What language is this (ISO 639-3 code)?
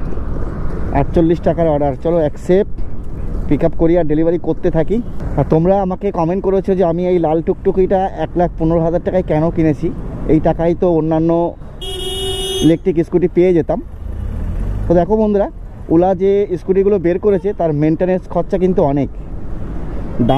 ben